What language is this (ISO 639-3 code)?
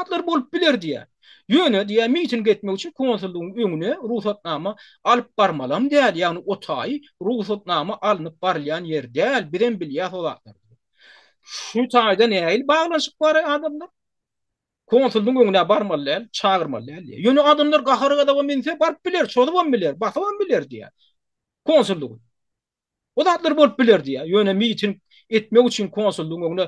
tuk